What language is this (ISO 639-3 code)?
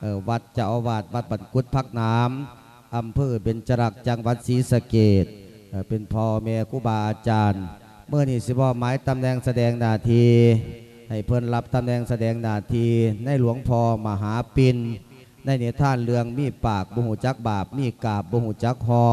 lao